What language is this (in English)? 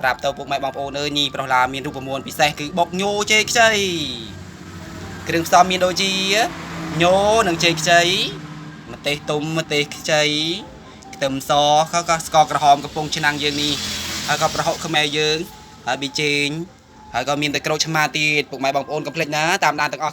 Khmer